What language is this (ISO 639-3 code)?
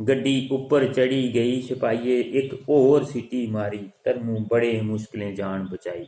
doi